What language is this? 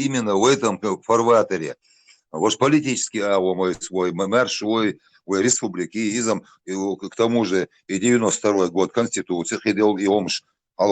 Chechen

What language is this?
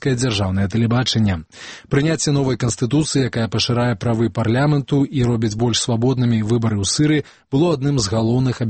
Belarusian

